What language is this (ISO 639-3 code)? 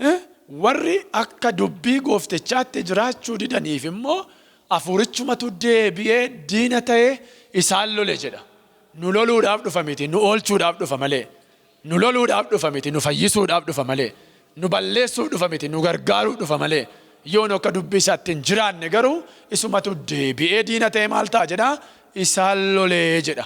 orm